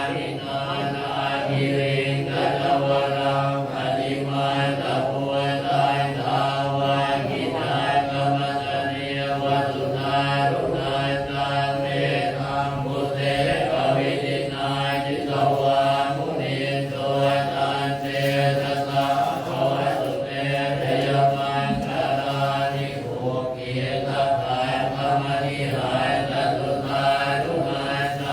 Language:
Pali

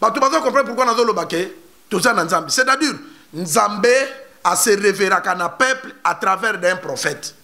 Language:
Lingala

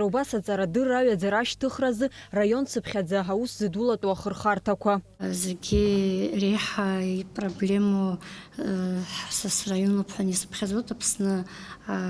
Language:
Abkhazian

